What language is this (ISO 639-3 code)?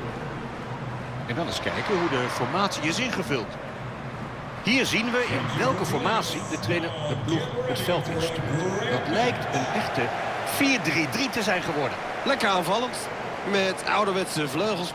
nld